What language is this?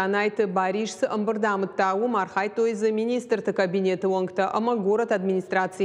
Ossetic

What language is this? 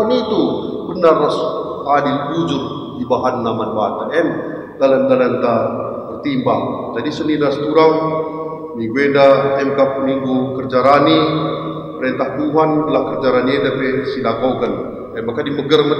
Batak Karo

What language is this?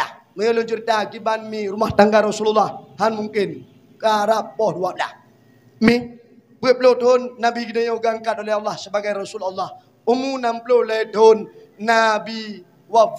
Achinese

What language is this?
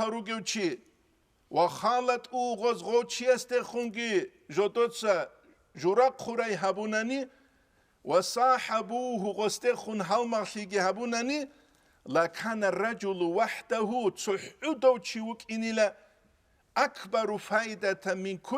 Avaric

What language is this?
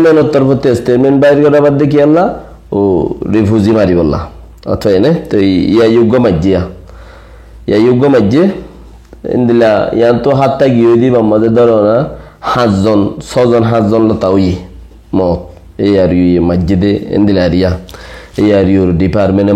Rohingya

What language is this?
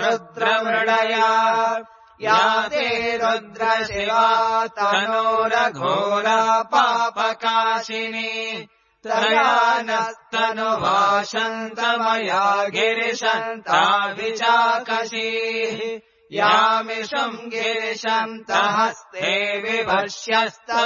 Sanskrit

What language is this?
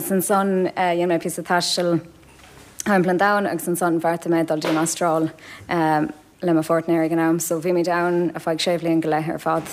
Irish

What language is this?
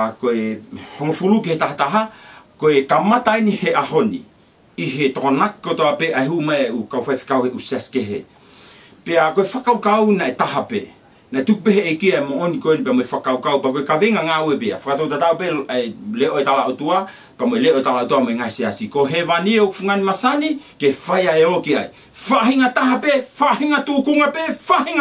Tongan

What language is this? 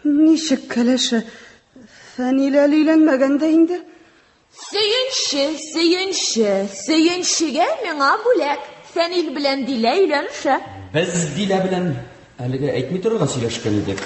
Tatar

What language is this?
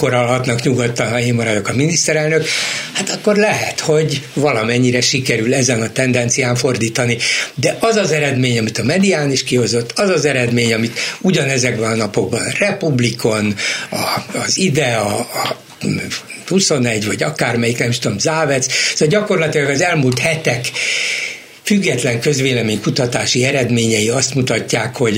Hungarian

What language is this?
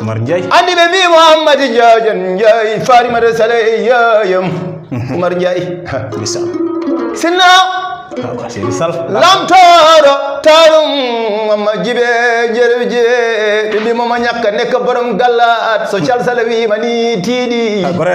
Fula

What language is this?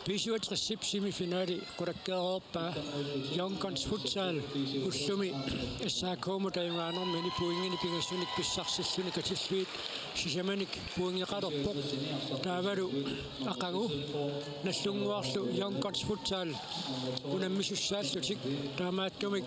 Kalaallisut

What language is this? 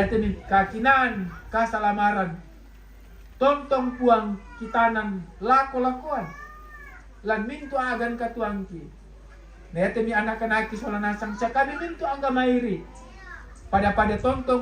Toraja-Sa'dan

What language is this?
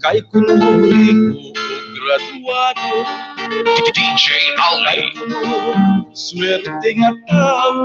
Waray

